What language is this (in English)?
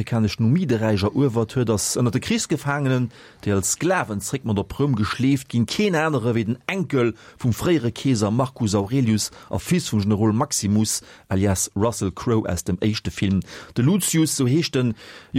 Luxembourgish